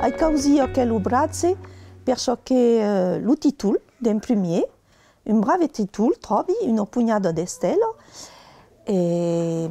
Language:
Occitan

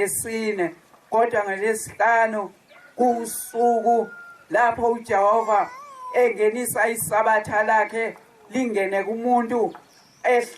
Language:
Zulu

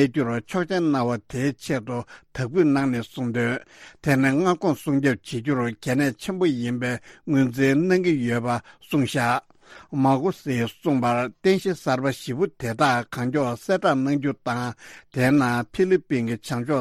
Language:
Tibetan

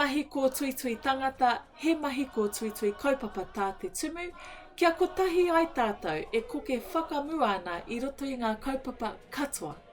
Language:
Māori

